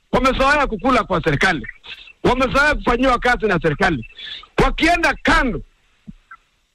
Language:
Swahili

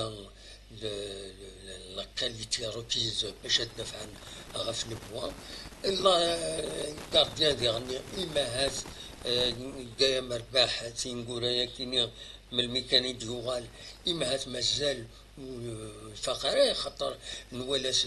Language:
Kabyle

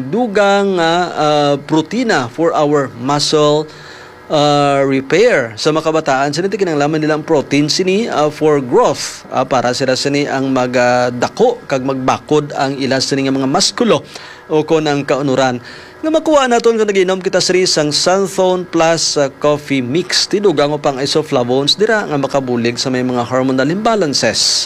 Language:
Hiligaynon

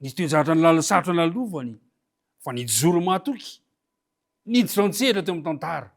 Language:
Malagasy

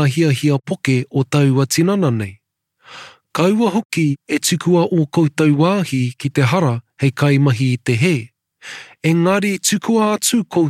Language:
Māori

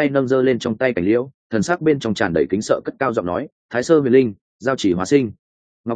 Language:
Vietnamese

